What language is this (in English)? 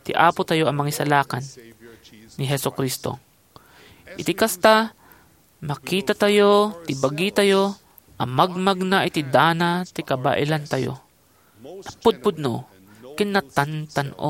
Iloko